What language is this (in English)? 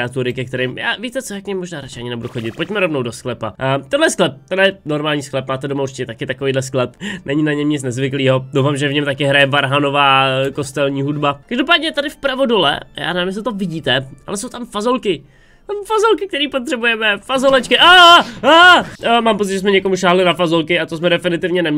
Czech